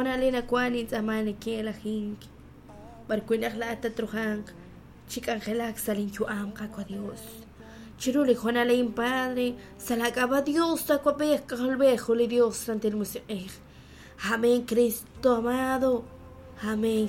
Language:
Kekchí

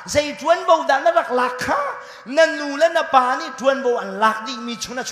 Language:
Hakha Chin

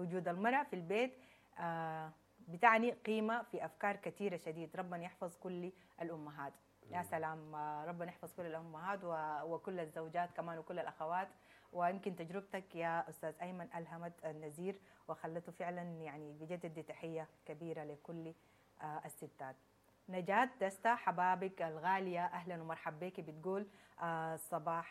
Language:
Sudanese Arabic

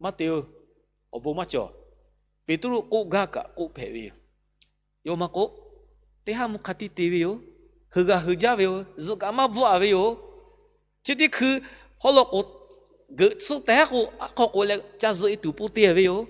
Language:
Lahu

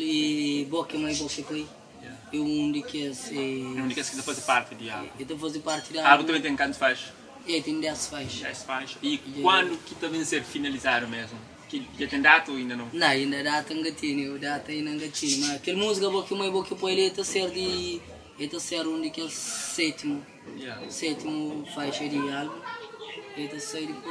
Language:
Kabuverdianu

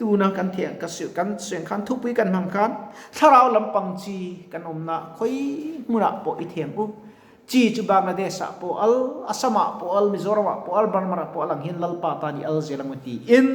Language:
Mizo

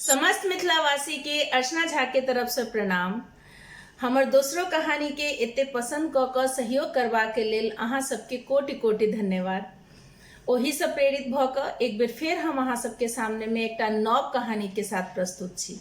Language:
Maithili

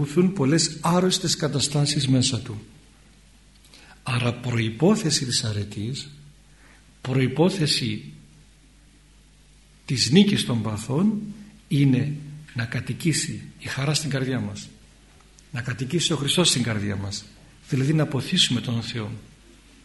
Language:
Greek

